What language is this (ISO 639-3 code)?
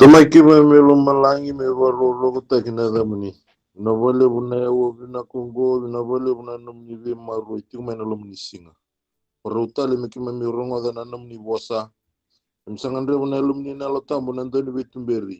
fij